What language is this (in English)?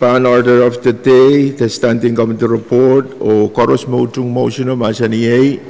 Pohnpeian